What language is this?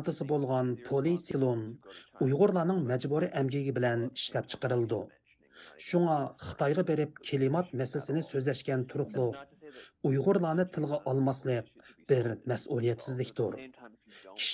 Uyghur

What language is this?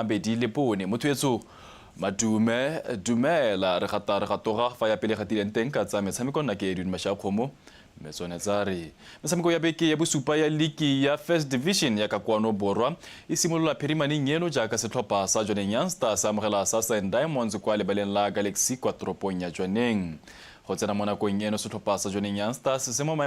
Tswana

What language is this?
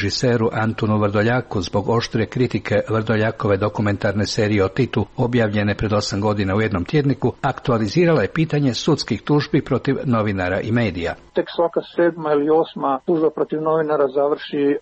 Croatian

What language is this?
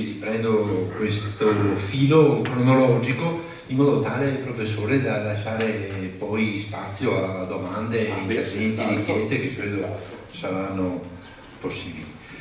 Italian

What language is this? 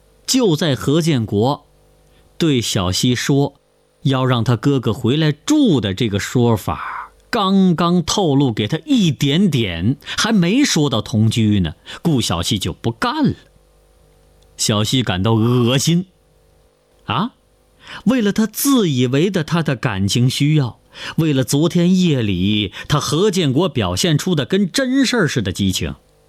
Chinese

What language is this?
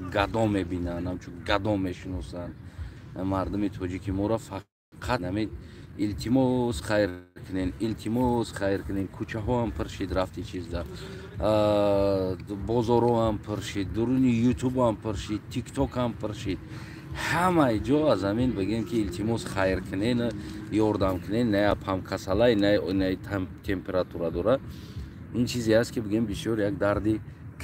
Tajik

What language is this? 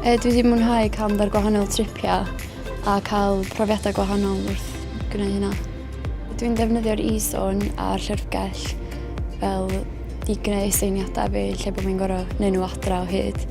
Welsh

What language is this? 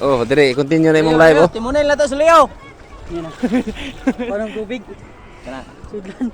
Cebuano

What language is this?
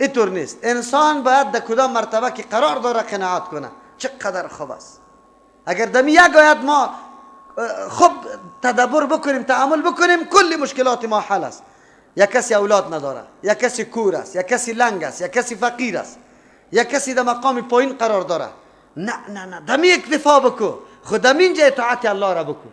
Persian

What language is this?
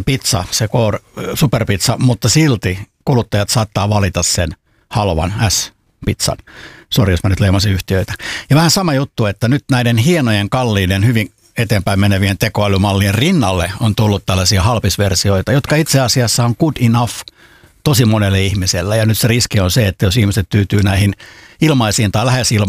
Finnish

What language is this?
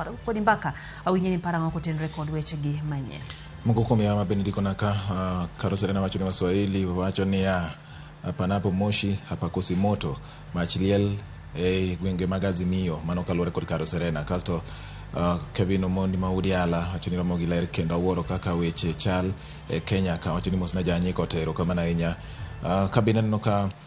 Luo (Kenya and Tanzania)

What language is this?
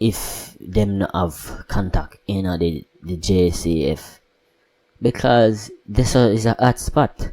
Jamaican Creole English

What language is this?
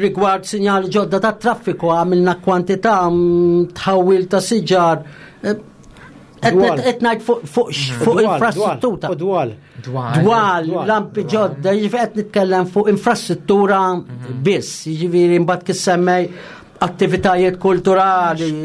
Maltese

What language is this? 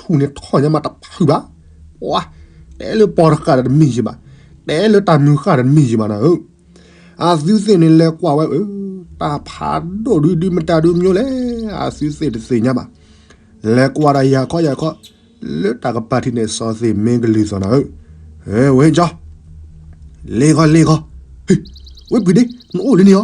S'gaw Karen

